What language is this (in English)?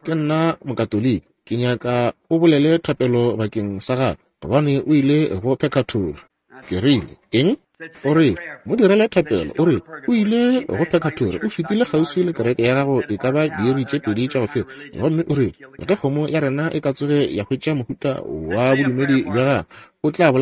Northern Sotho